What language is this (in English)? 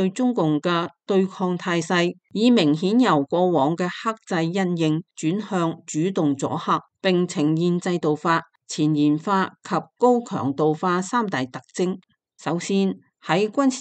Cantonese